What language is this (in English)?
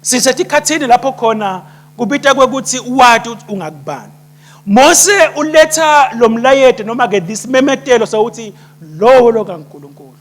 Swati